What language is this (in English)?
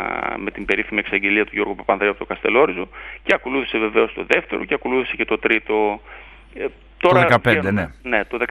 Greek